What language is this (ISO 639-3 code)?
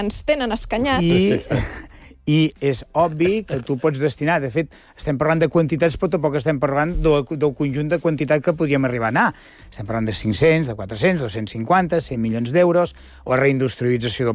cat